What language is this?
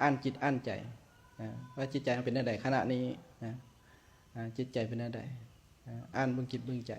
Lao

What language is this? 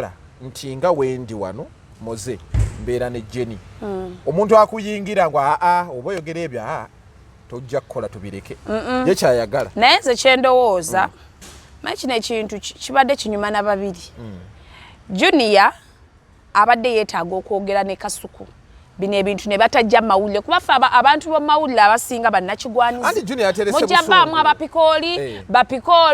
Ganda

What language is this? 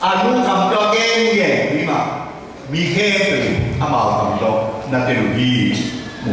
Tedim Chin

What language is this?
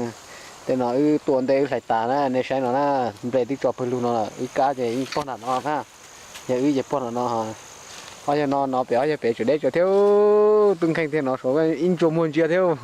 Hmong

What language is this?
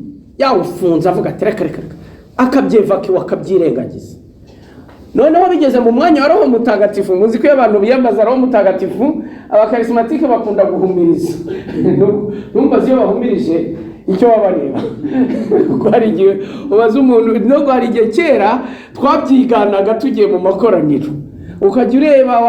Kinyarwanda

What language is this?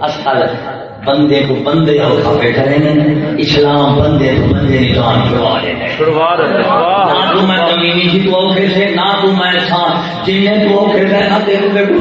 Saraiki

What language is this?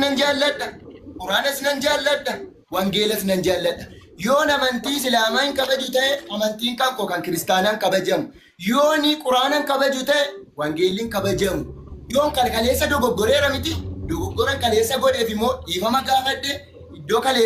Oromo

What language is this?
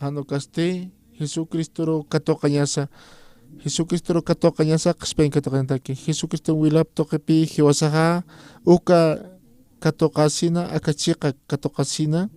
Aymara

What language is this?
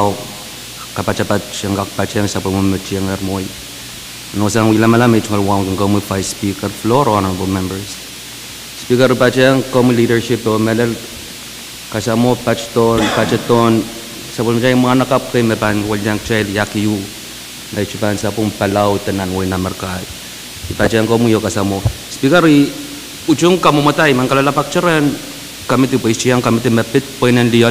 Pohnpeian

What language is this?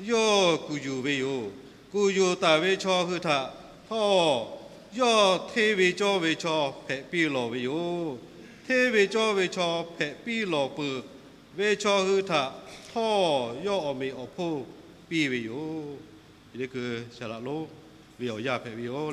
Lahu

